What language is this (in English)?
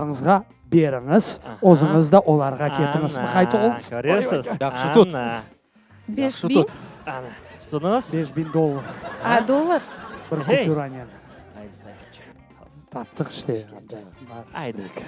Crimean Tatar